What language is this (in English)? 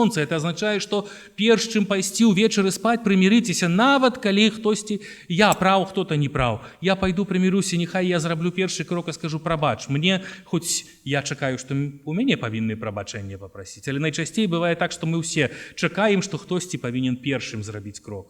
Belarusian